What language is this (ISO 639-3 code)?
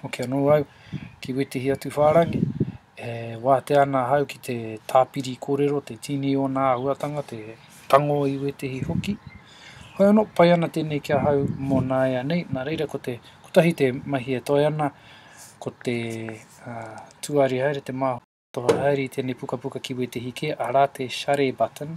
mri